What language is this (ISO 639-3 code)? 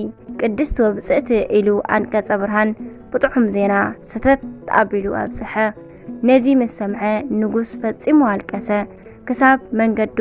tir